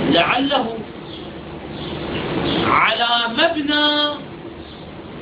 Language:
Arabic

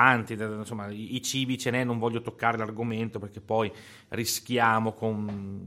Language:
Italian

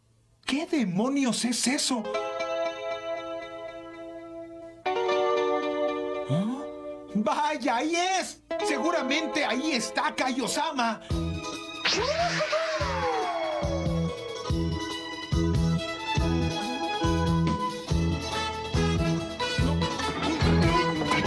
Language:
Spanish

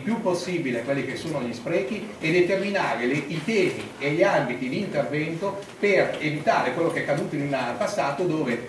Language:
Italian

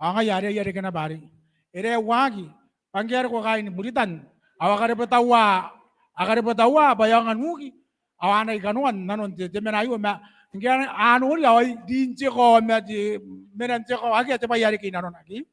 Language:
Gilbertese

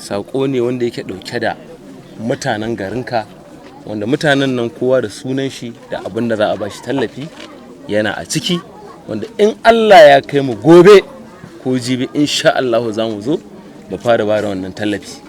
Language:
Hausa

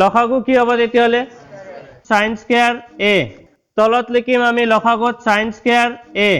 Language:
Assamese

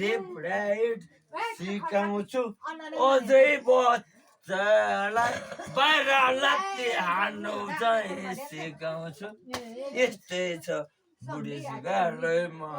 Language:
Nepali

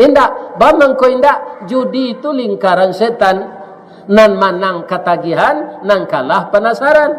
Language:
Minangkabau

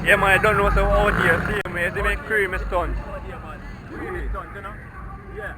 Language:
Jamaican Creole English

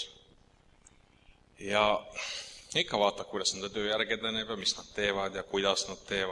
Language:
Estonian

